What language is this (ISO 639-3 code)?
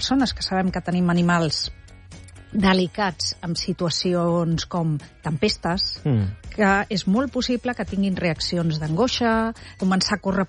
cat